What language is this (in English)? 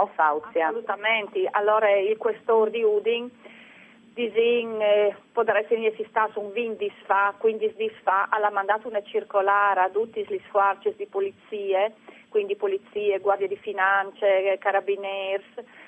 Friulian